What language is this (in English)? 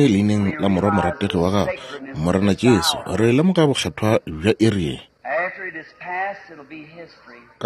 Northern Sotho